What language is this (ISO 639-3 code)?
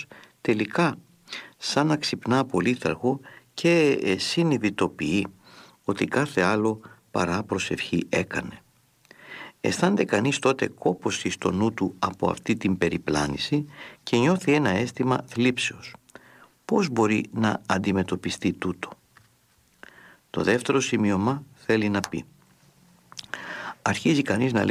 ell